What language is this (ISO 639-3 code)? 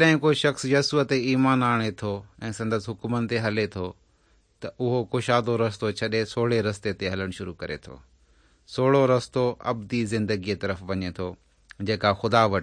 snd